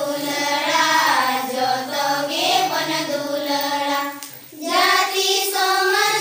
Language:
Santali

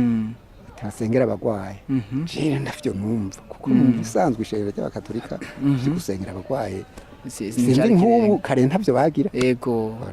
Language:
Rundi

